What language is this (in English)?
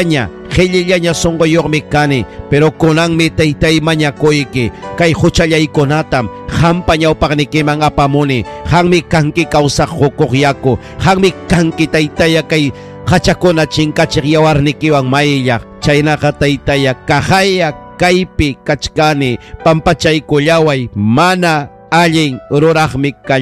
Ayacucho Quechua